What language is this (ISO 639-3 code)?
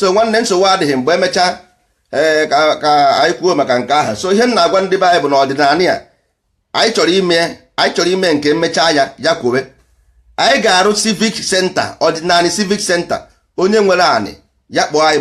ibo